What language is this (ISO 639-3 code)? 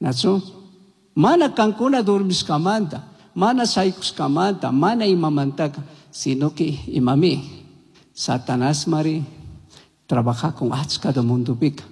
qug